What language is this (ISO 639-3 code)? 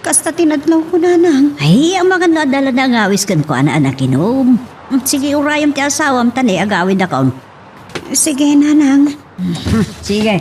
ilo